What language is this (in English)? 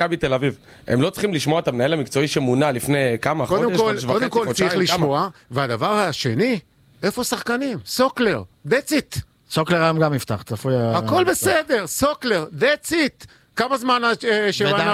Hebrew